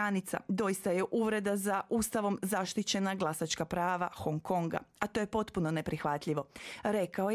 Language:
Croatian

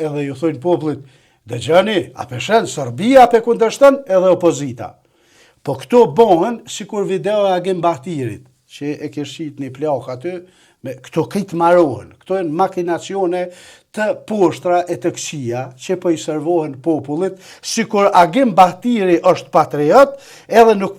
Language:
Albanian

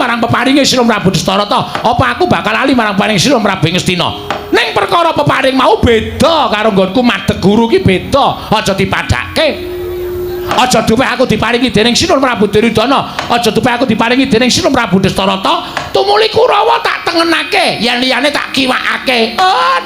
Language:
Javanese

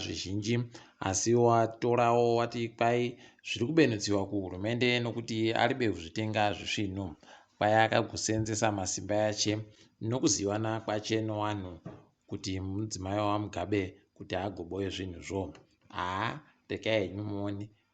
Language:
Ndau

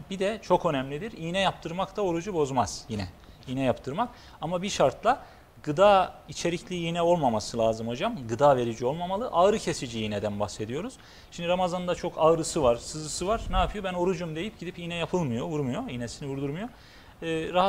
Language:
Turkish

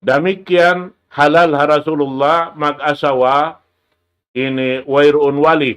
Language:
Tausug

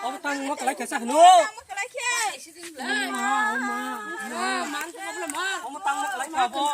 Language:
Kok Borok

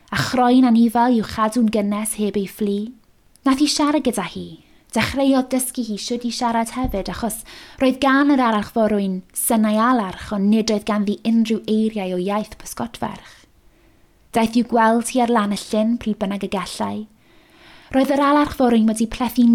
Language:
Welsh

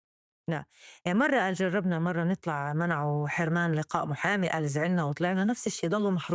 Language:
North Levantine Arabic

